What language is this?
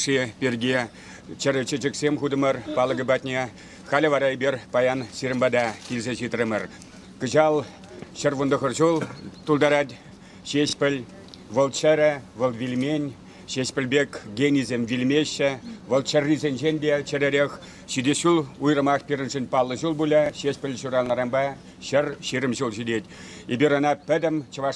Chuvash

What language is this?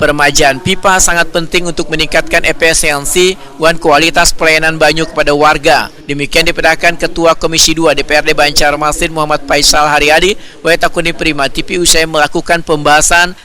Banjar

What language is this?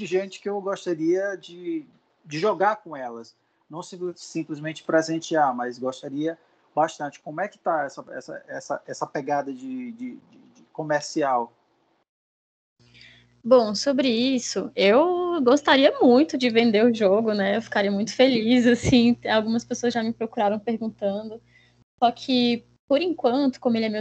Portuguese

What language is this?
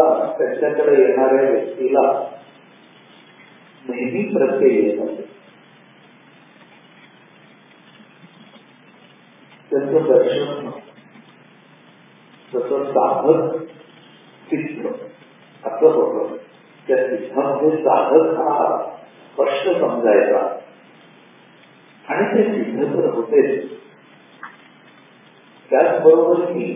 Marathi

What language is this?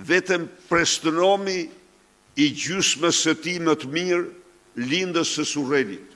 Albanian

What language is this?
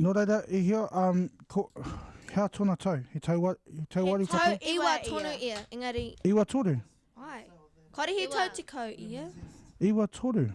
Māori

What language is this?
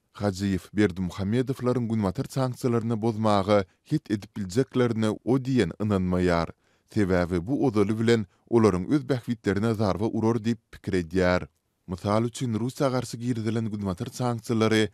Turkmen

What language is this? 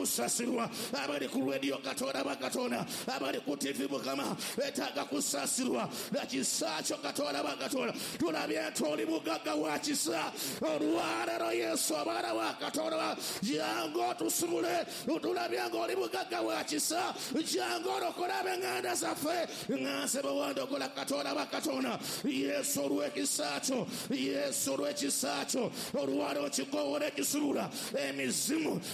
Ganda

